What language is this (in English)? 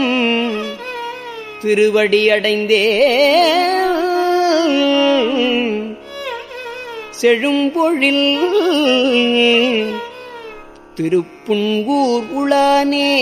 Tamil